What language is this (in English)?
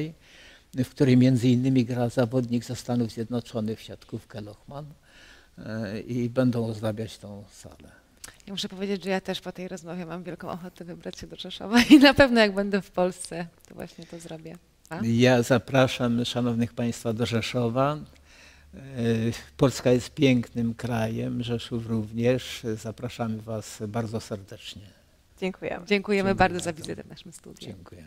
Polish